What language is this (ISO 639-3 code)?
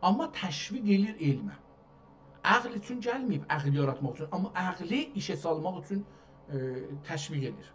azb